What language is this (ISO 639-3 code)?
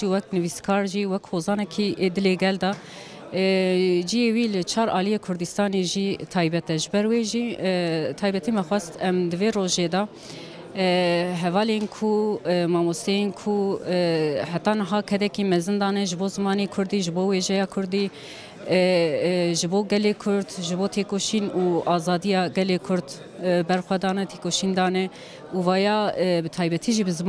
kur